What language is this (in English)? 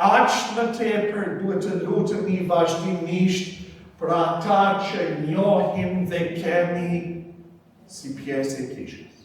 Albanian